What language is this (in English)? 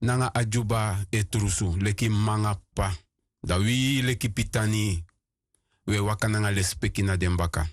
Sranan Tongo